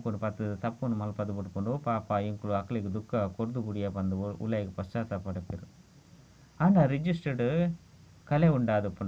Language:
Tulu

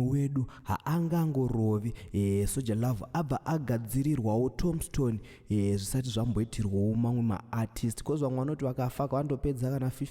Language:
Shona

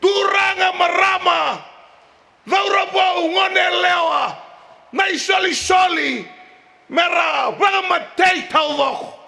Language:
Fijian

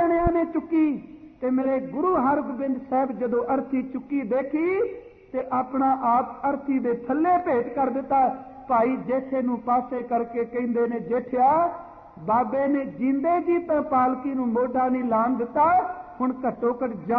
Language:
Punjabi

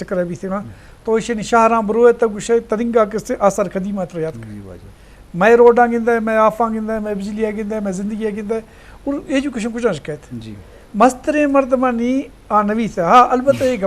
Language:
Eastern Balochi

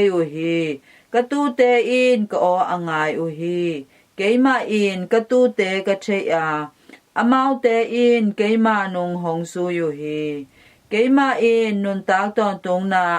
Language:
Tedim Chin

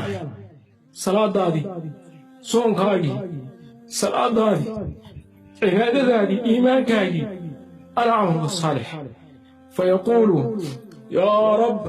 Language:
Somali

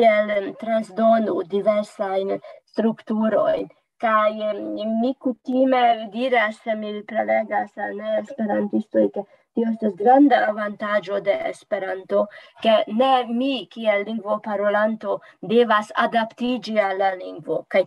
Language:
Esperanto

